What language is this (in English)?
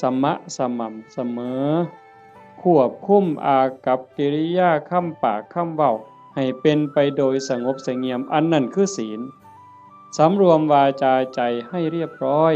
Northeastern Thai